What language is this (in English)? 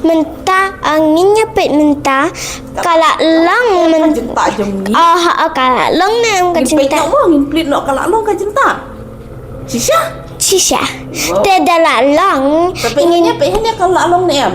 Khasi